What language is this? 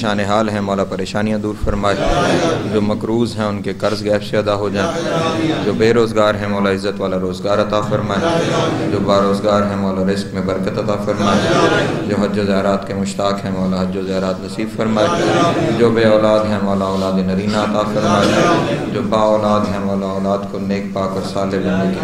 Urdu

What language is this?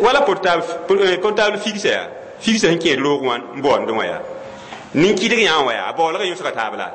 Mossi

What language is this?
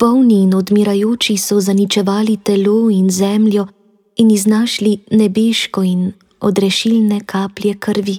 Slovenian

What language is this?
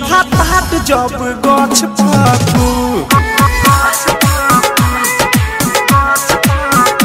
Bhojpuri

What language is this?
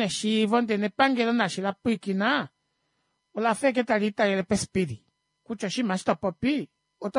Kuanyama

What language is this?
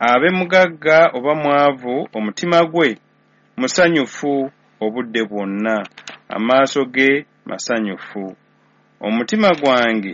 Ganda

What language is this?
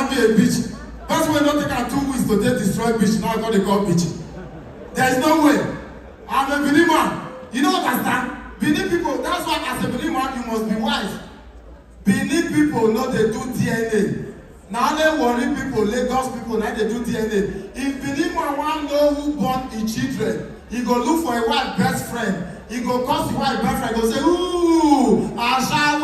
Nigerian Pidgin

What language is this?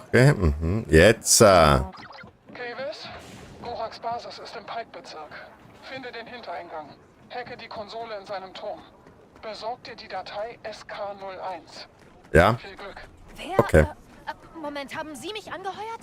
Bavarian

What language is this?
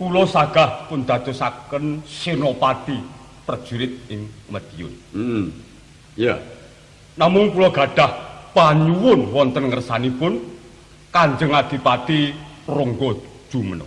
Javanese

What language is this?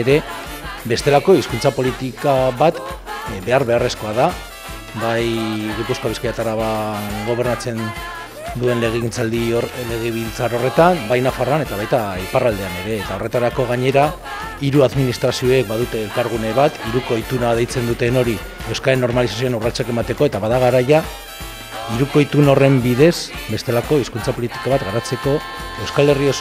Basque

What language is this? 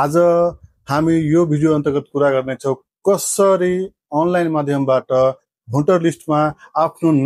Nepali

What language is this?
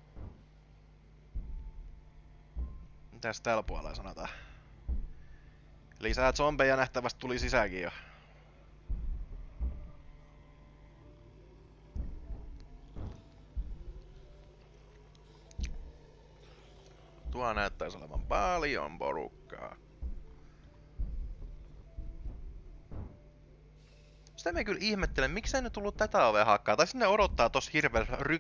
Finnish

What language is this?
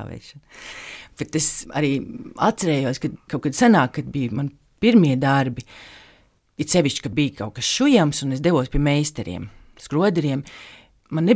Latvian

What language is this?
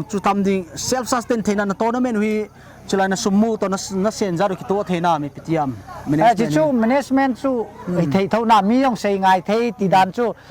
Paite Chin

